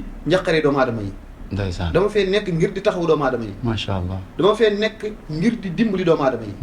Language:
Wolof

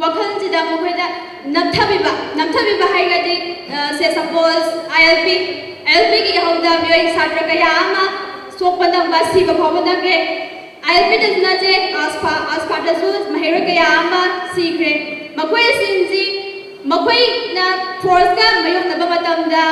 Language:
Manipuri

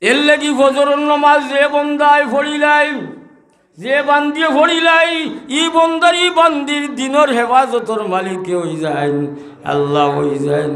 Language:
Sylheti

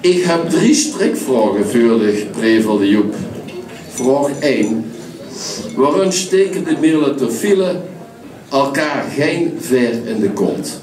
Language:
Limburgish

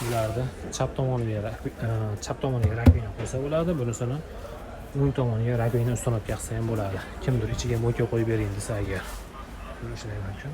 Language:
Uzbek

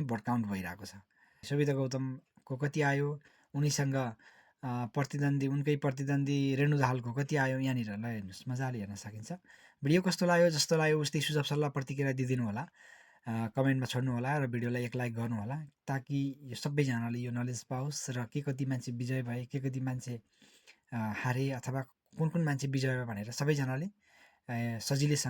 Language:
Nepali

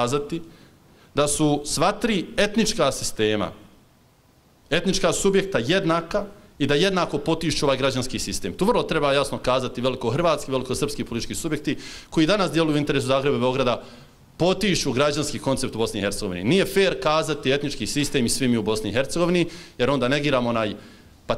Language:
Bosnian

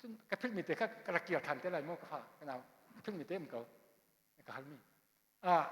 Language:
Hakha Chin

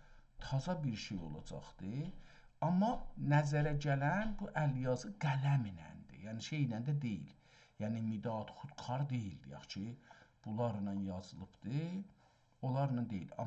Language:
South Azerbaijani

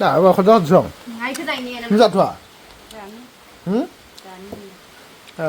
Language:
Bodo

